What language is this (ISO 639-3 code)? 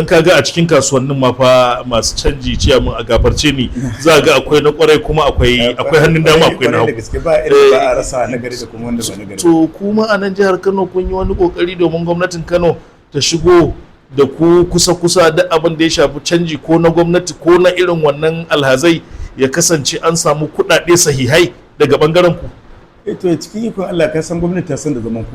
hau